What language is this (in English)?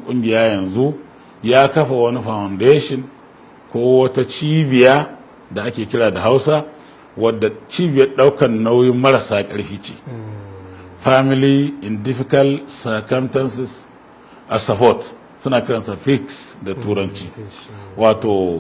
Hausa